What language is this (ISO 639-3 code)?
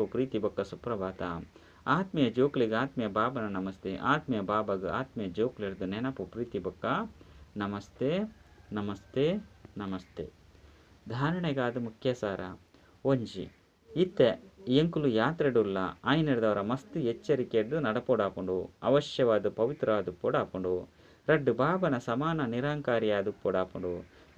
tcy